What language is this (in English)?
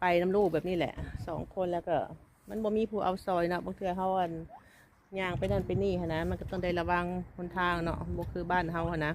Lao